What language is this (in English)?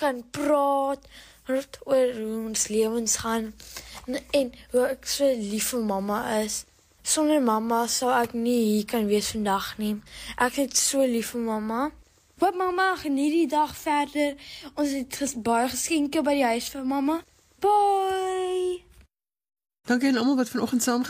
Afrikaans